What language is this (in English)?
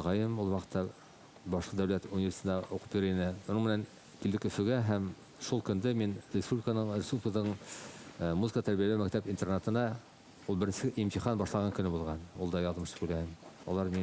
Bashkir